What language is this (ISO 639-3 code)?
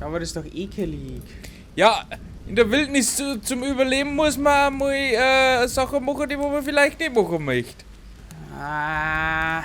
bar